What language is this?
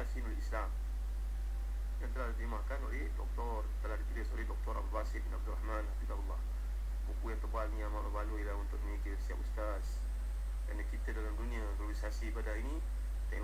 Malay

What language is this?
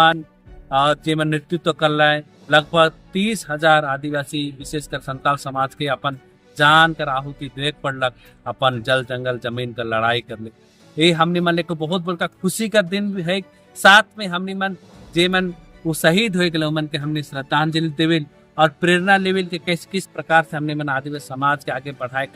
Sadri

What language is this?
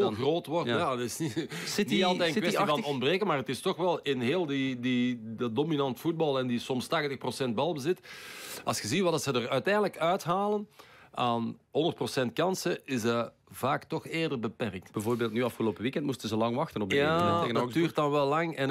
Dutch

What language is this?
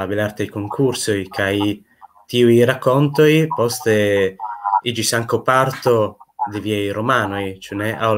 Esperanto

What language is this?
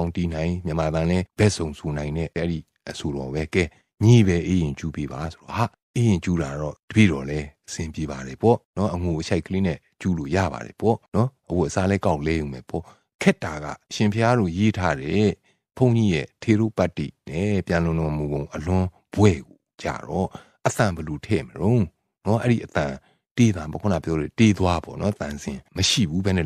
Burmese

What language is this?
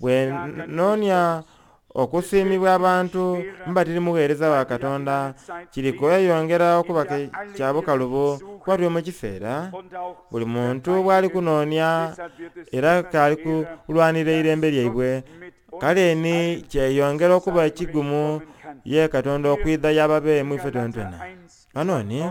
Soga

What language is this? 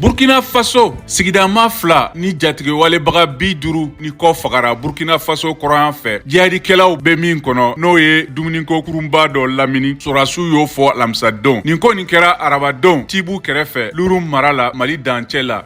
Bambara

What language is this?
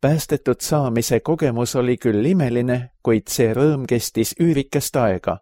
Estonian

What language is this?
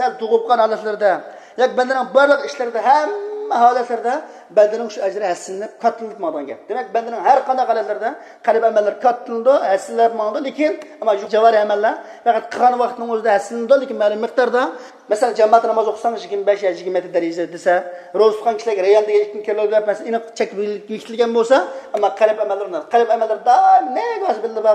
Uyghur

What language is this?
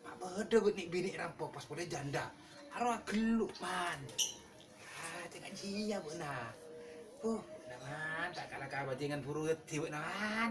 Madurese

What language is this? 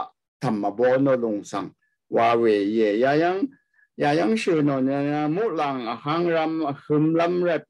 Rawang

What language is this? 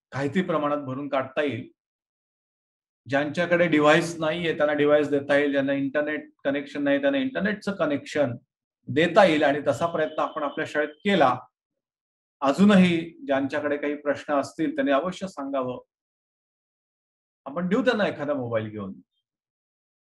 Marathi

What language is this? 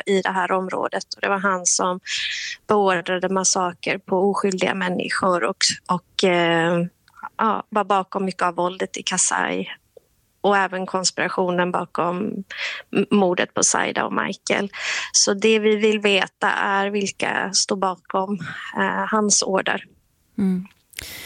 Swedish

